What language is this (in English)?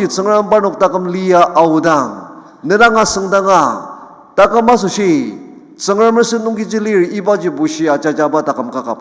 Ao Naga